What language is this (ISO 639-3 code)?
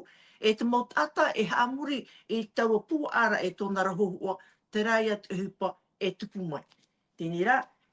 tah